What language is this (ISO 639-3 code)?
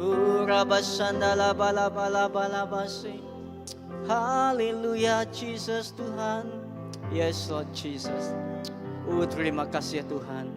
iba